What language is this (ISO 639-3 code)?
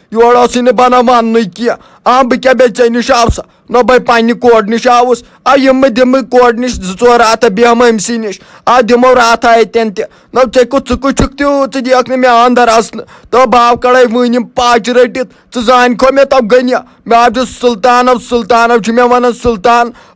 kas